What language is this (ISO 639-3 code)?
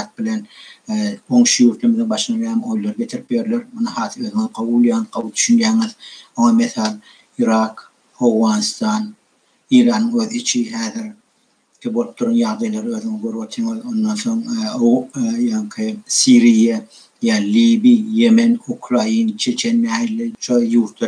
tuk